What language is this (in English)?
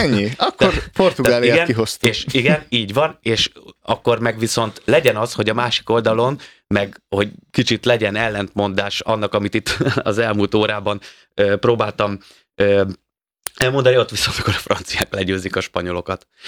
Hungarian